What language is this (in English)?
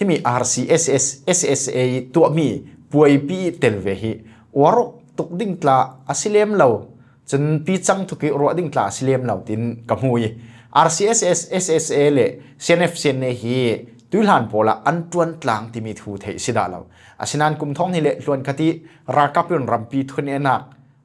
Falam Chin